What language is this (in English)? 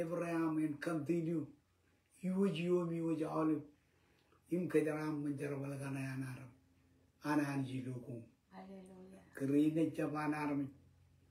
Marshallese